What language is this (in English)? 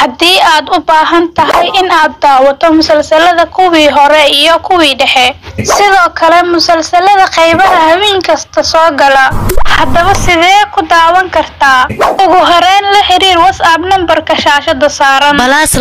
Somali